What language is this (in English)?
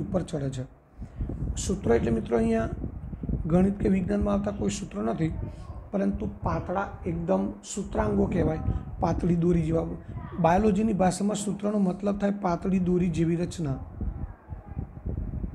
Gujarati